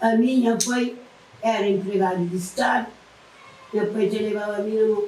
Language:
Kabuverdianu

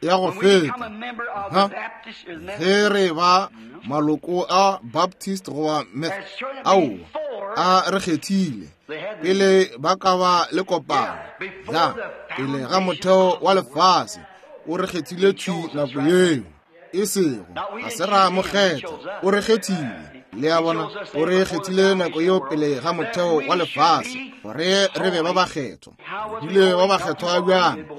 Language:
Northern Sotho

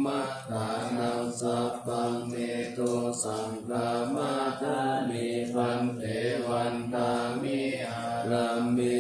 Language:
Pali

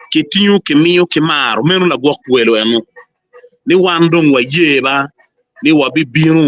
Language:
Acoli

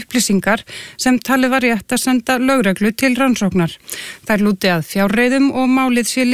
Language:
Icelandic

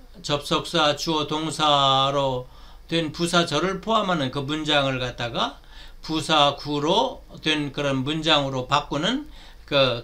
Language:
Korean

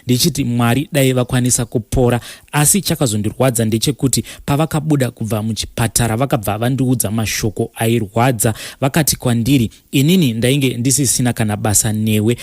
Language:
Shona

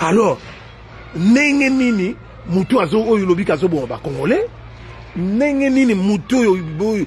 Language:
Lingala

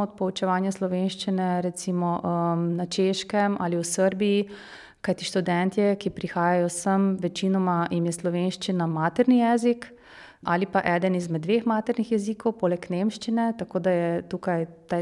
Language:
Slovenian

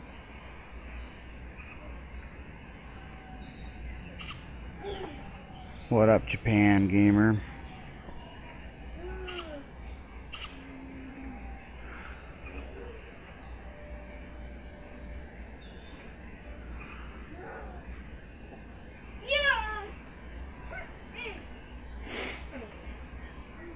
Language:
English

